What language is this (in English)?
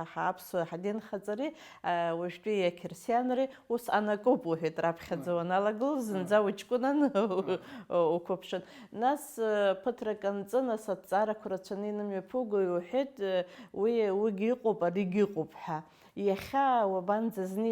Abkhazian